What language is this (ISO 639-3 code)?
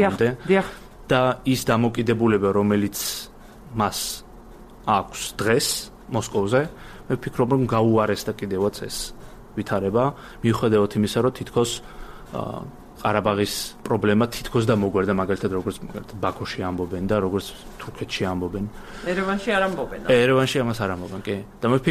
kat